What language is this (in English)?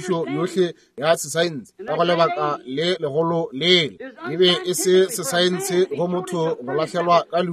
Northern Sotho